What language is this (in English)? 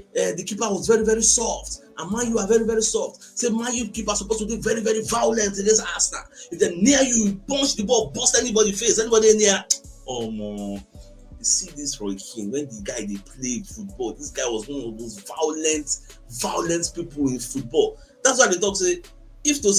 Nigerian Pidgin